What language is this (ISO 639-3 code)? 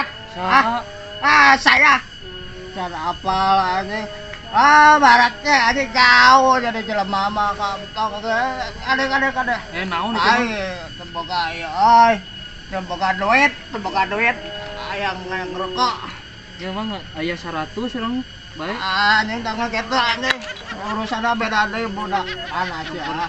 sun